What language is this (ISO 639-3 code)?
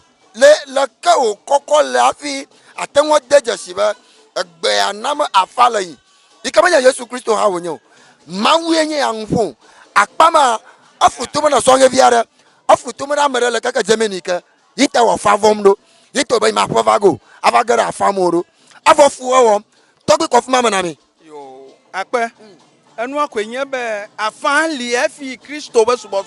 ewe